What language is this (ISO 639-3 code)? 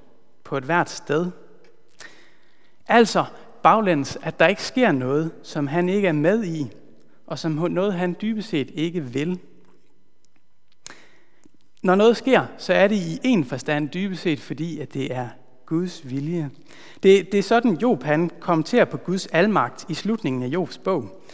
dan